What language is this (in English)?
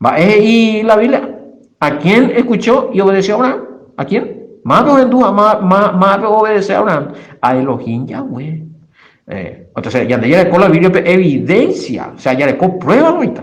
Guarani